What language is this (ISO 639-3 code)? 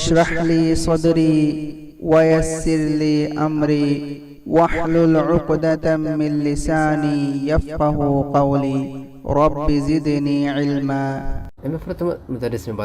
div